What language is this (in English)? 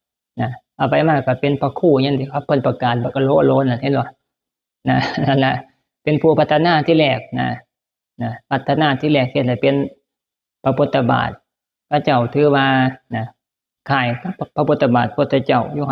Northeastern Thai